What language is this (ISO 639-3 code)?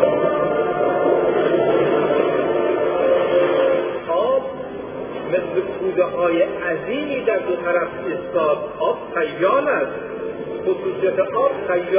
fas